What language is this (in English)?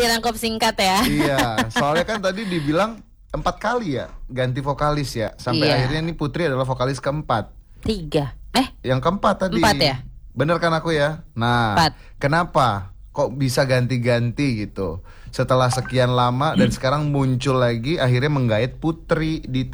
Indonesian